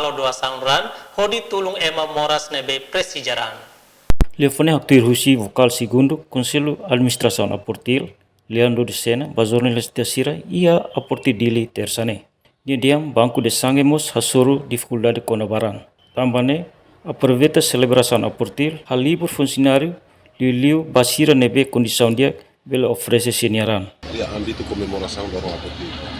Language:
Tetum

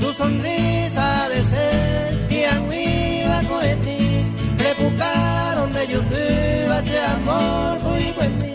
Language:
Guarani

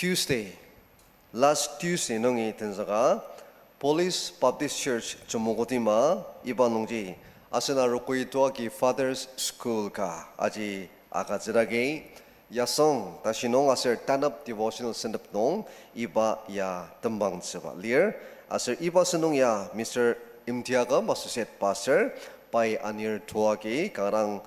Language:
Ao Naga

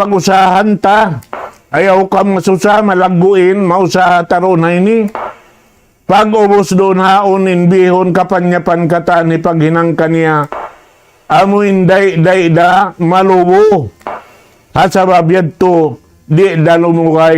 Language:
Tausug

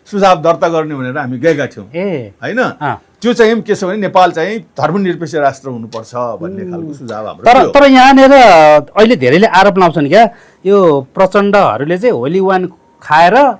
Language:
Nepali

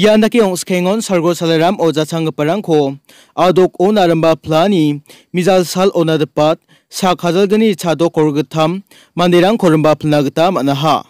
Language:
Garo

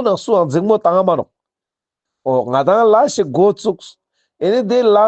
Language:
Ladakhi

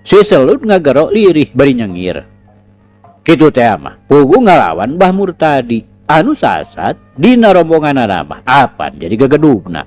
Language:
Sundanese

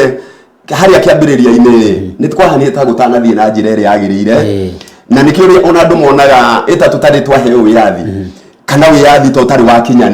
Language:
Kikuyu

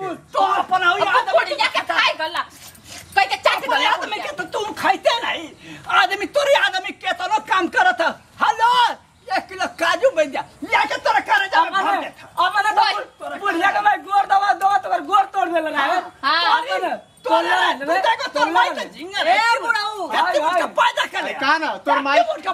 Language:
Bhojpuri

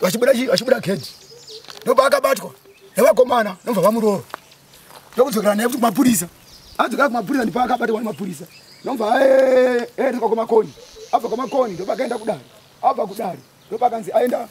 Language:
Shona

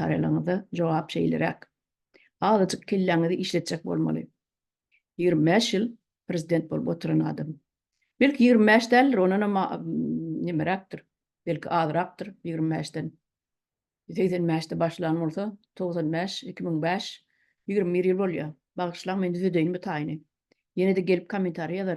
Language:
Turkmen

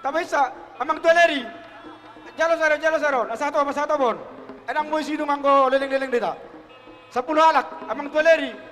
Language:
Batak Toba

